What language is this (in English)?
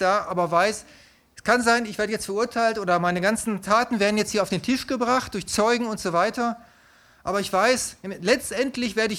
German